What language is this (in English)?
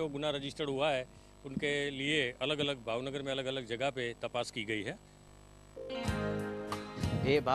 Gujarati